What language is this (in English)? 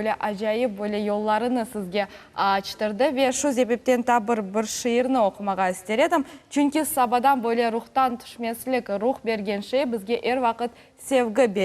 Crimean Tatar